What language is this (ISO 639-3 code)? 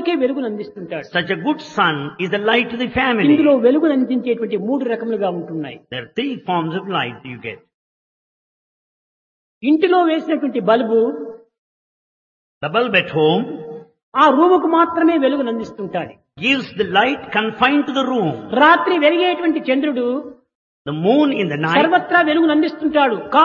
tel